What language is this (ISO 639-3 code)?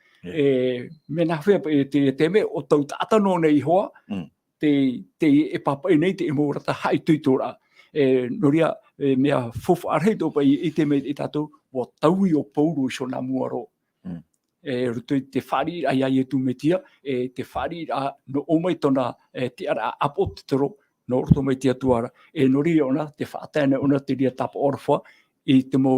tah